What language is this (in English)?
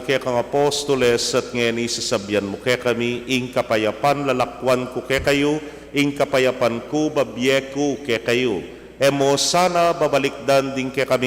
Pampanga